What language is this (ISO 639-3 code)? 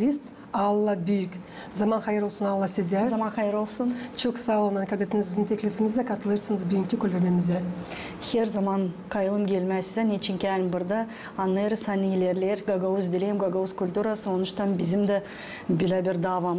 gag